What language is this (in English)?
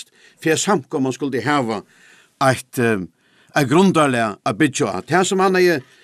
Faroese